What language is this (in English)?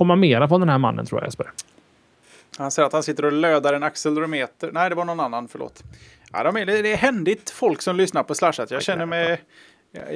Swedish